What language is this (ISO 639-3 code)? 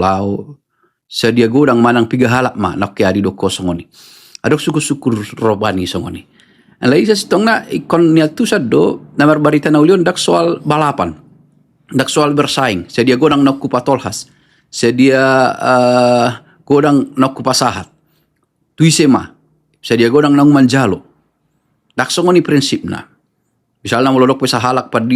bbc